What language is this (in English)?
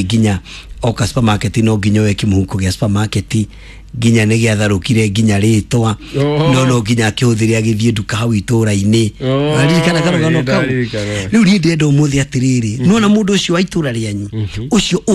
Kikuyu